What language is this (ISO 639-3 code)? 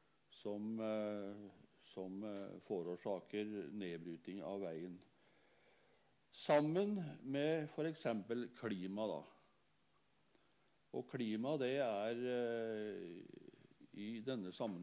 nor